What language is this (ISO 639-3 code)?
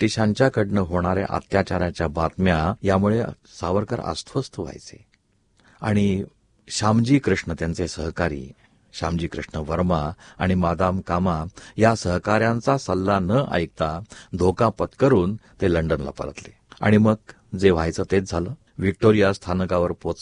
mar